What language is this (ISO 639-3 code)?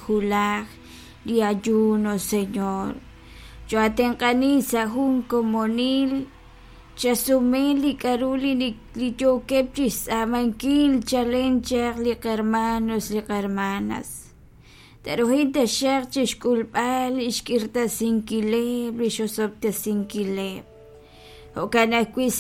kek